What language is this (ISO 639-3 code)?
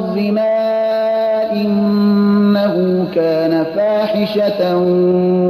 fas